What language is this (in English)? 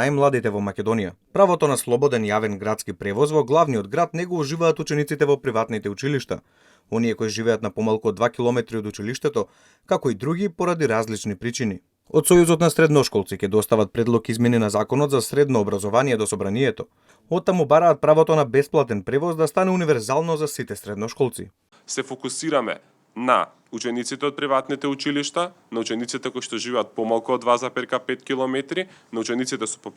Macedonian